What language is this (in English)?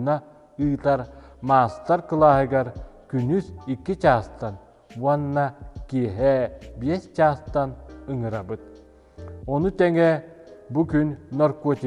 Yakut